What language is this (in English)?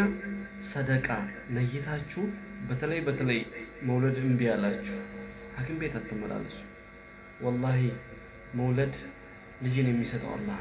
Amharic